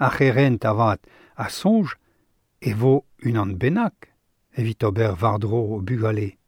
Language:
Breton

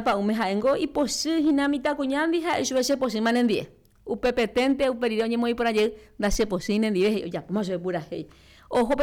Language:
Guarani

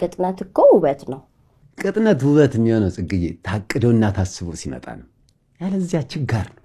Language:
Amharic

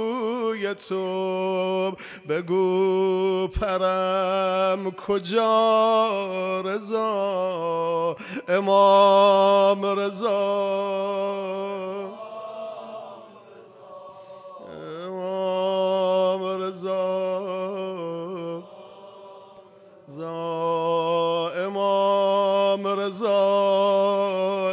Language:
Persian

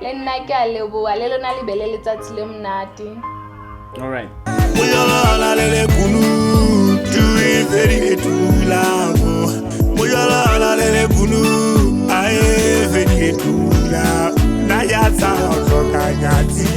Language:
Southern Sotho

